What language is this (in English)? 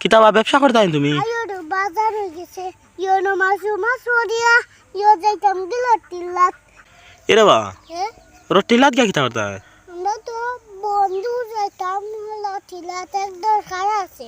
Sylheti